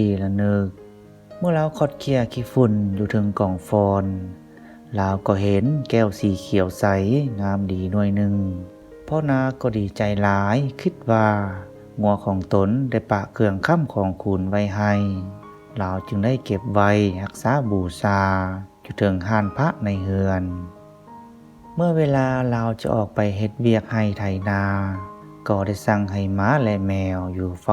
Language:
Lao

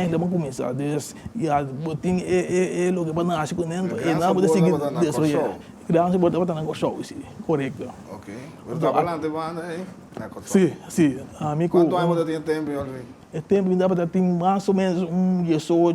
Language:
Papiamento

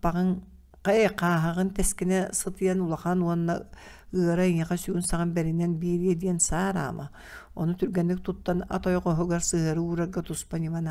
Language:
Yakut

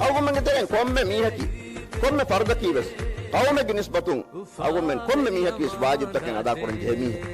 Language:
Divehi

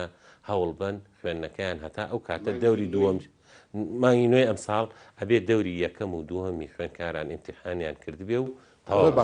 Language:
Central Kurdish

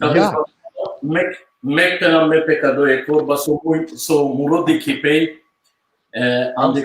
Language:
Balkan Romani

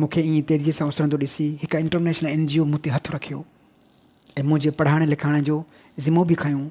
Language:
Sindhi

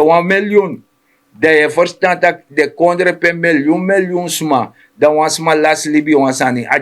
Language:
Sranan Tongo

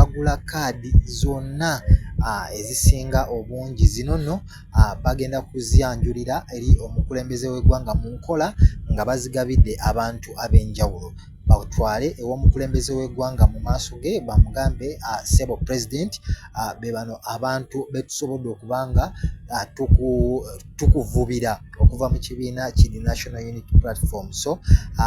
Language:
Ganda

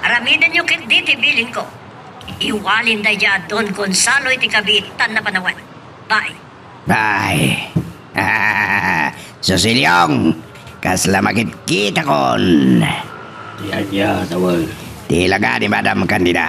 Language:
Iloko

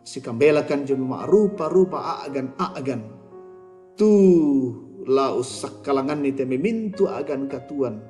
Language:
Toraja-Sa'dan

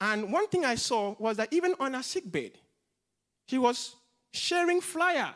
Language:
English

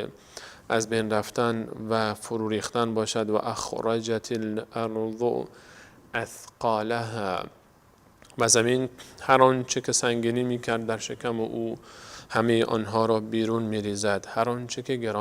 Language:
Persian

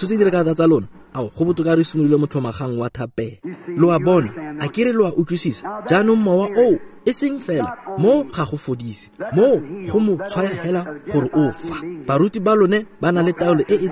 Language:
Tswana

